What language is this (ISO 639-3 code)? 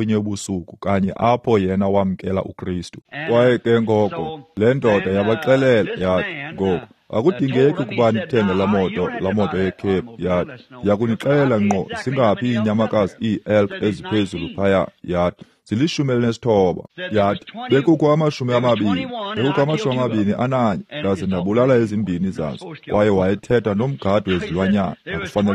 xho